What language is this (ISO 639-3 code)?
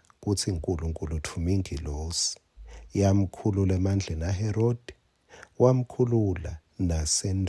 ssw